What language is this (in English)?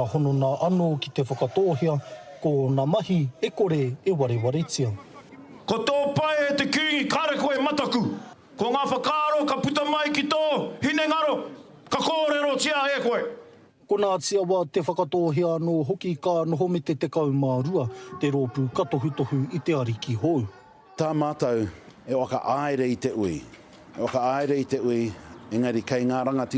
Māori